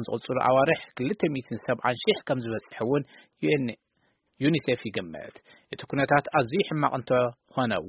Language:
Tigrinya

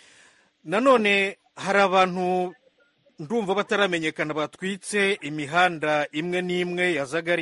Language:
Kinyarwanda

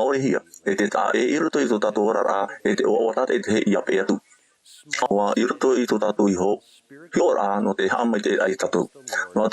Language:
Tahitian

